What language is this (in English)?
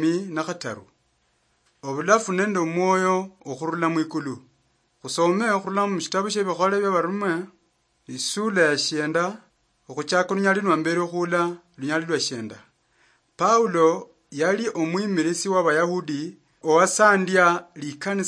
Luyia